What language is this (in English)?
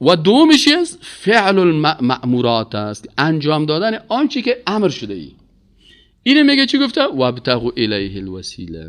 Persian